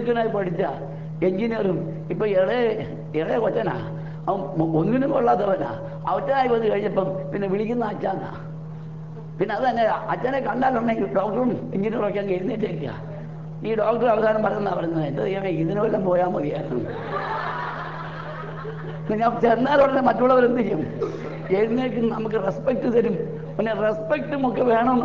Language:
Malayalam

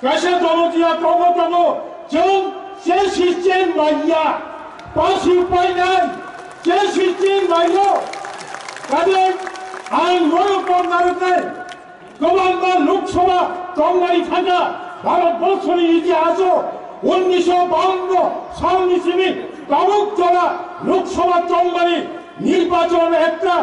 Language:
Kok Borok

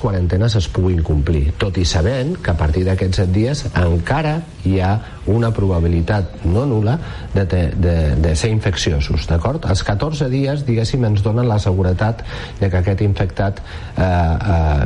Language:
Catalan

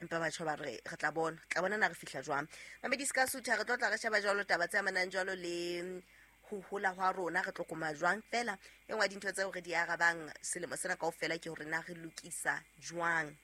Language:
Southern Sotho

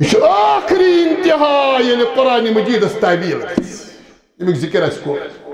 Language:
Kashmiri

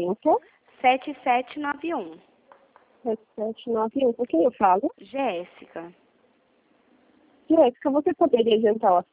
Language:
Portuguese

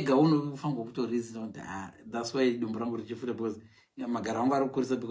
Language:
Shona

